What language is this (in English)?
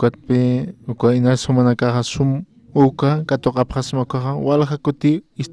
Aymara